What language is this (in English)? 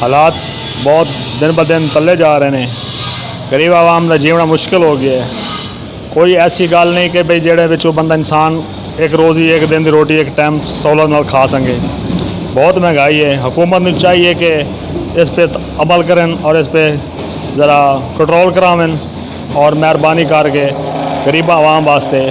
Western Panjabi